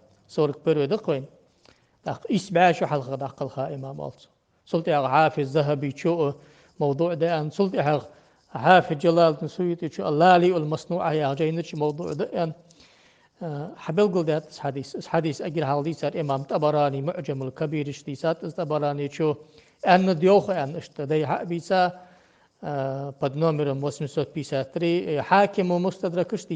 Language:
Ingush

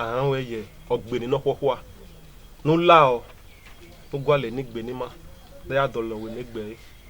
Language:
Bini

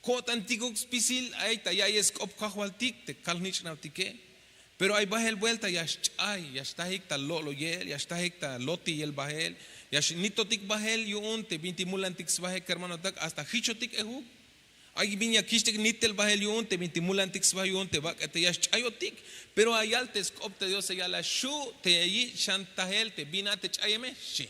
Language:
Tzeltal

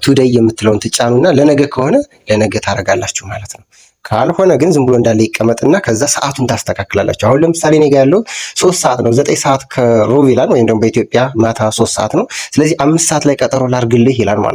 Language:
Amharic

